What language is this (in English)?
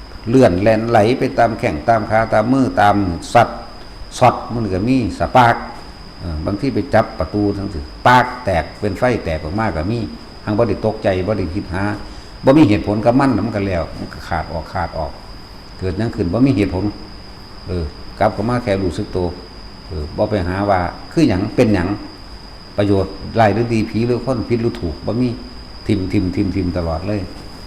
Northeastern Thai